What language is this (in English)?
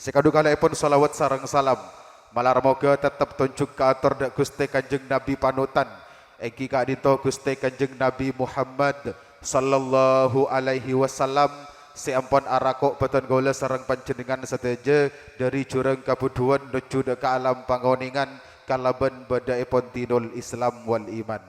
Madurese